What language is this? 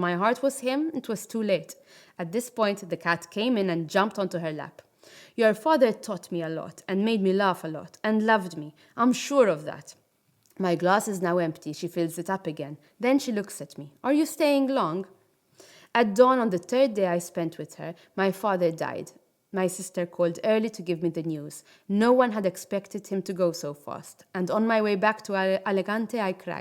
English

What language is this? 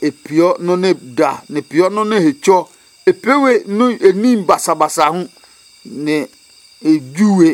Adangme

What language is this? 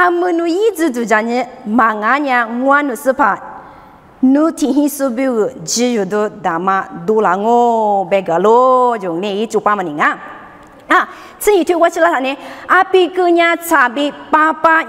Lisu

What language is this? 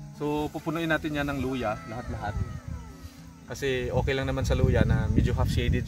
Filipino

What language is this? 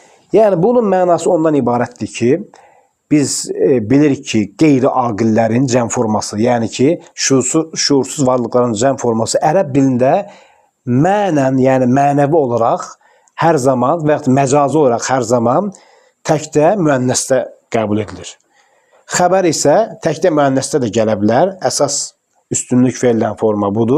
Azerbaijani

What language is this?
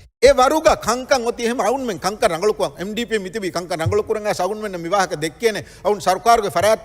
Divehi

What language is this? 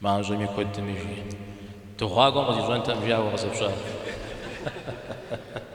Kabardian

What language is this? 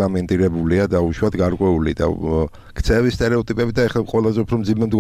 Georgian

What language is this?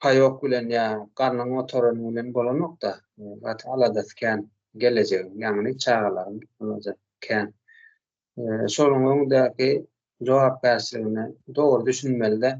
Turkmen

